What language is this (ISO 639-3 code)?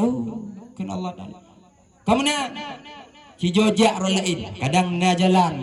ace